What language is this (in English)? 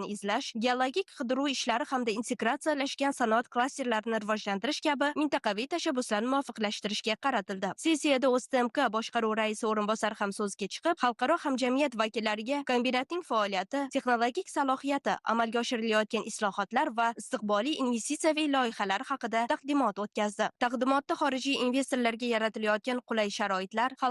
Uzbek